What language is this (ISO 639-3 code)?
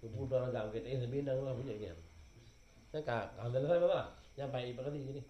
ace